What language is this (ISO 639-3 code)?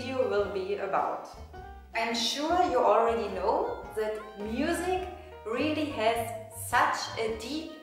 eng